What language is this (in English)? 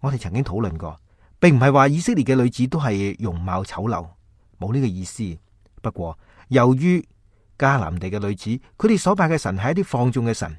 Cantonese